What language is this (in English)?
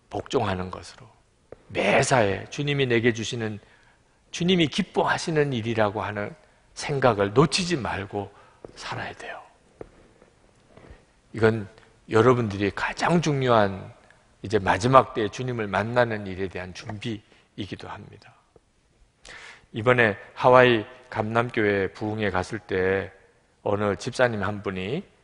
Korean